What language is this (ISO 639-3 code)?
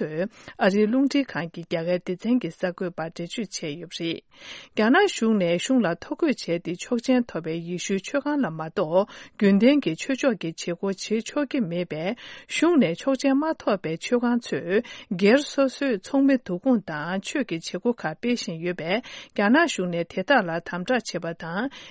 bod